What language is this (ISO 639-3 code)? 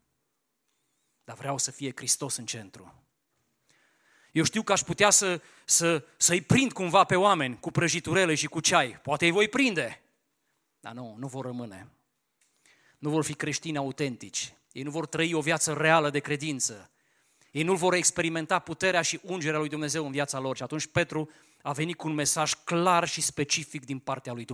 ron